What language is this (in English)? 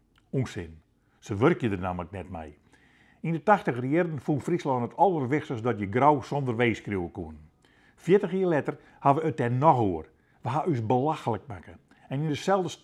Western Frisian